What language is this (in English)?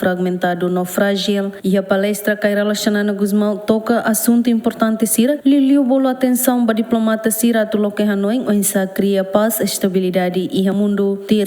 Tetum